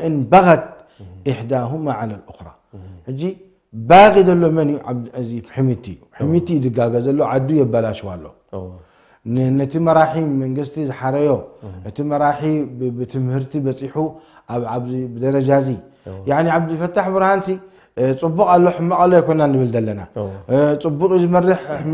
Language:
Tigrinya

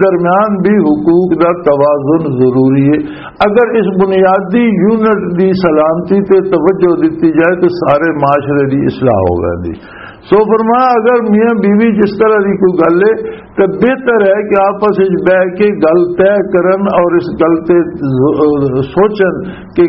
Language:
Western Panjabi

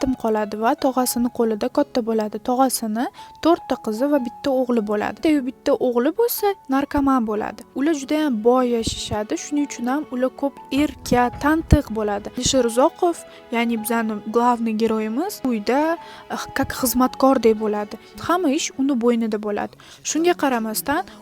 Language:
Uzbek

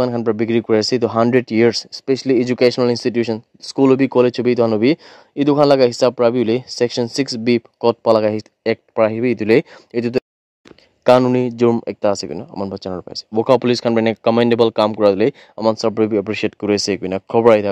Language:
Naga Pidgin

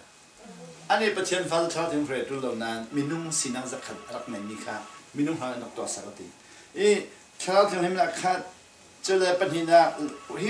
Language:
Falam Chin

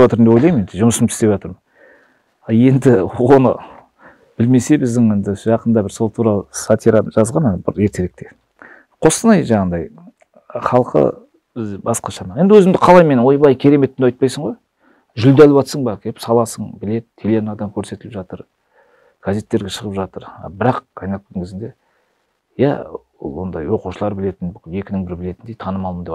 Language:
Kazakh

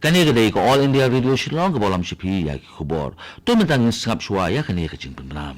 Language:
Khasi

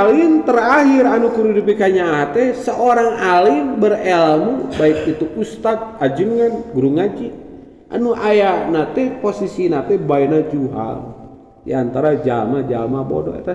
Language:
Sundanese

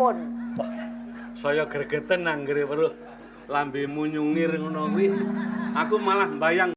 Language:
Javanese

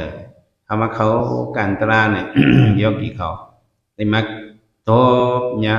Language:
Shan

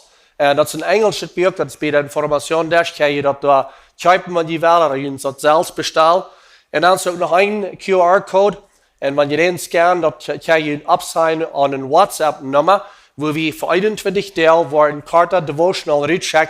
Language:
Plautdietsch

